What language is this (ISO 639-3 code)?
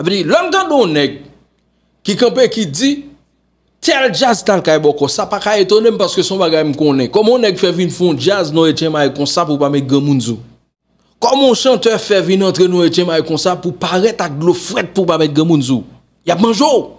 hat